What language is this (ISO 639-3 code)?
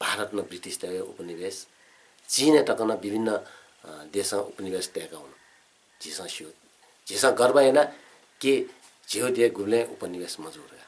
new